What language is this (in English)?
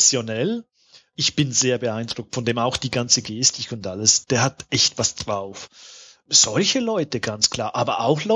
German